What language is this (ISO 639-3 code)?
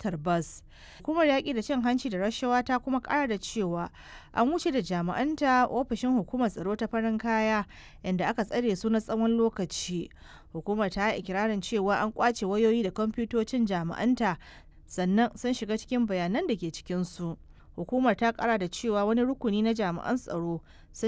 hau